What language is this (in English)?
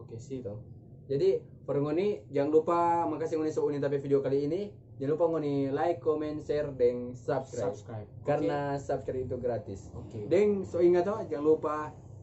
Manado Malay